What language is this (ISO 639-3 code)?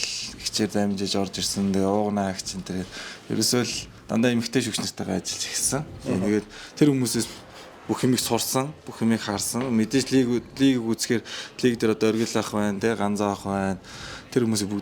mon